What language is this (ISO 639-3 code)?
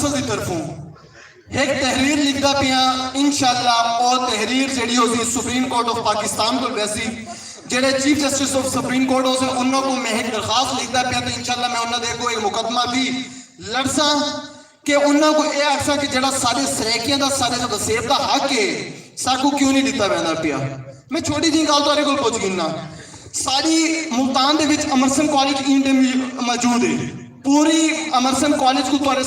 skr